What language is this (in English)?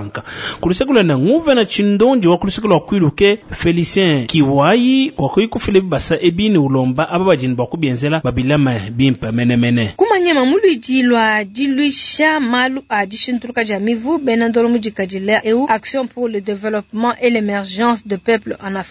Luba-Lulua